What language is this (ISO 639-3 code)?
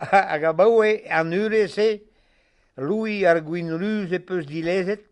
bre